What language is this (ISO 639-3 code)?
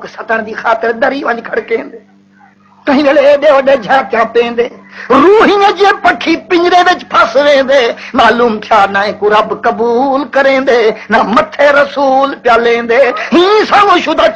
skr